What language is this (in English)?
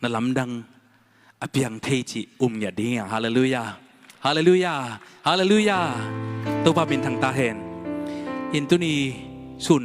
Tedim Chin